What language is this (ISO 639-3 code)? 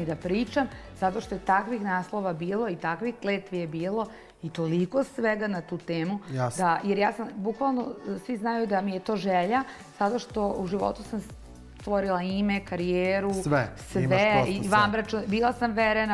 srp